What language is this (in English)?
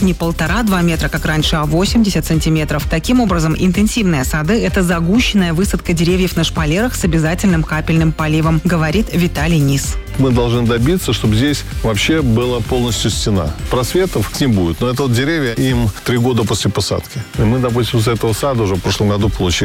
Russian